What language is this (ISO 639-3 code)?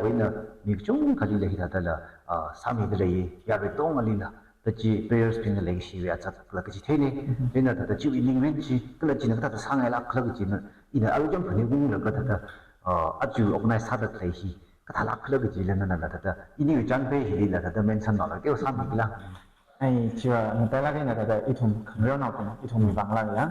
nmf